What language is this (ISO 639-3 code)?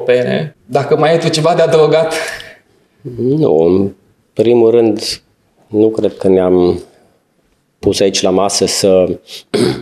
ron